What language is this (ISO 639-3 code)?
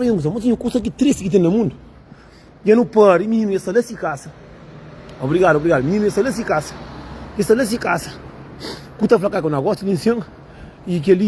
kea